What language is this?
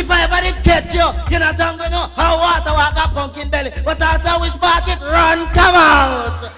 Jamaican Creole English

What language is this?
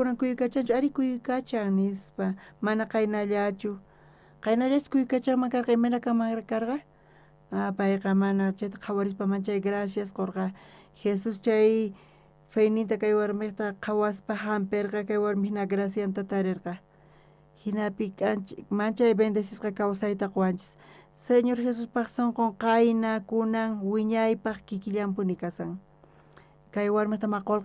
South Bolivian Quechua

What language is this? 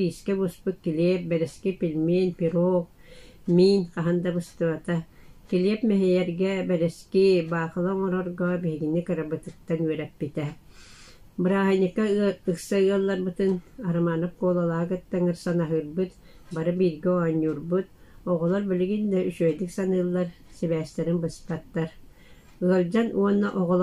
Yakut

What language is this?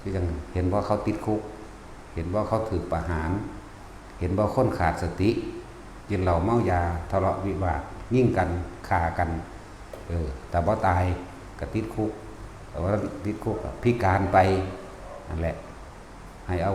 Northeastern Thai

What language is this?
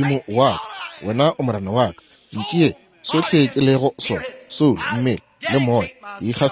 Northern Sotho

